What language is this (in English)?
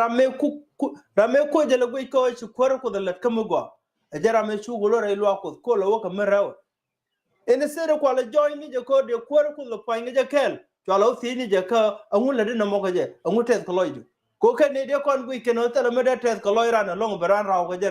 Nuer